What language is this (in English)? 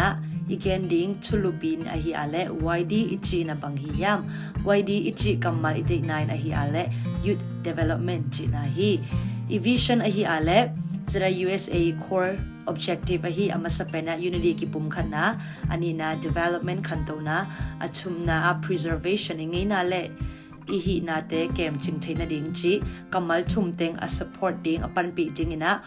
Tedim Chin